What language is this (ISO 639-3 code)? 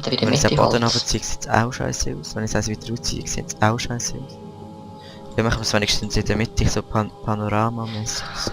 gsw